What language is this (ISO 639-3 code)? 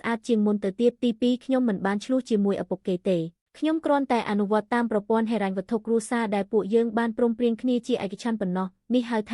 khm